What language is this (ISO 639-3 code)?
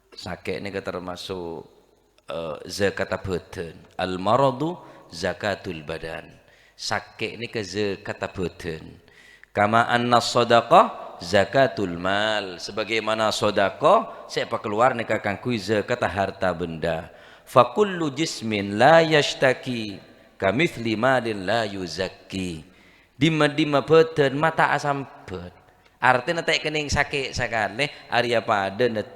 mad